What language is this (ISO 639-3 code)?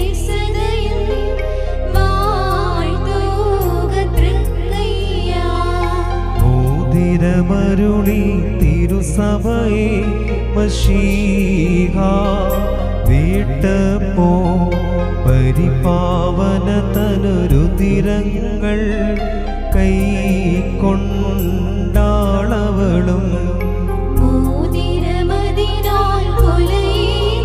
mal